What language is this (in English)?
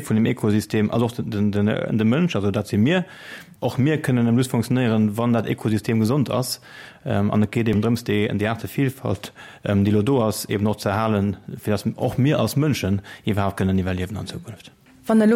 Luxembourgish